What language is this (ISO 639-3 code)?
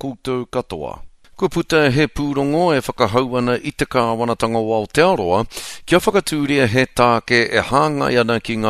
mri